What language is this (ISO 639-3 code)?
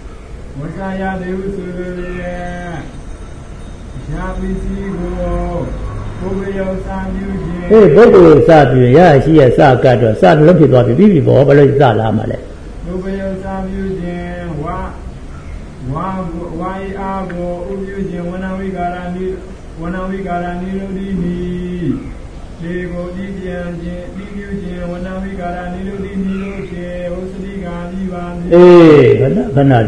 mya